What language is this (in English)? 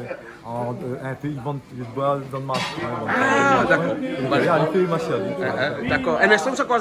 Réunion Creole French